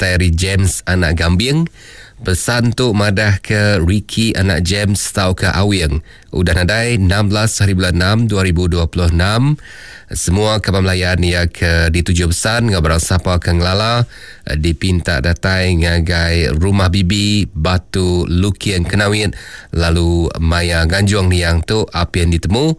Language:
Iban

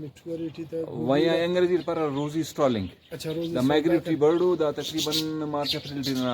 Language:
Brahui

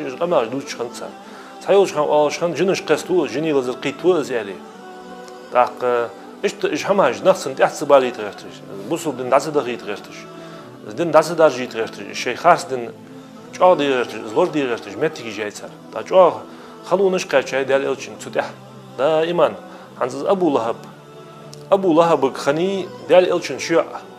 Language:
Ingush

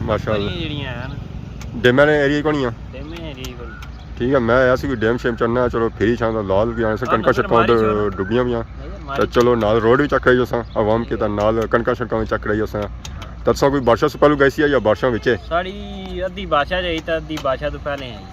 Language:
Pahari-Potwari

